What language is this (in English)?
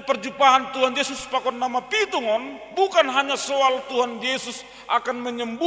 Batak Simalungun